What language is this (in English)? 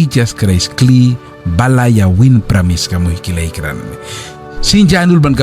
Mískito